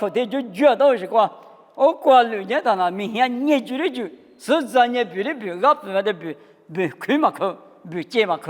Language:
Lisu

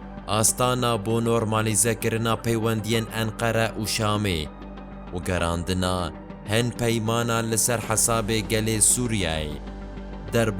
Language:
Kurdish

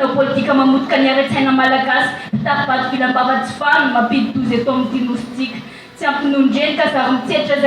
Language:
Malagasy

